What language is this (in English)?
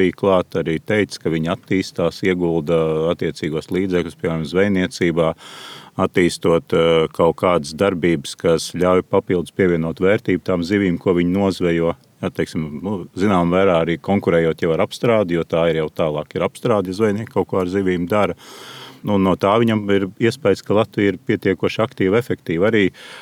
Latvian